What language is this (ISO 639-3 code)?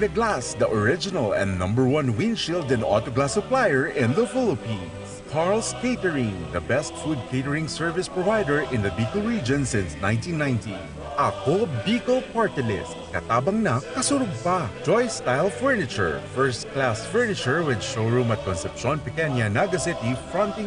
bik